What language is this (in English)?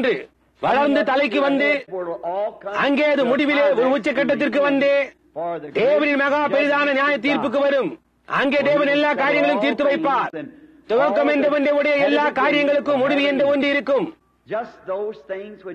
Tamil